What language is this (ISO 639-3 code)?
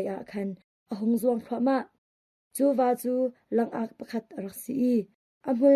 cnh